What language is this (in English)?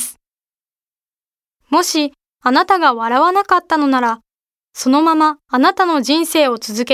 Japanese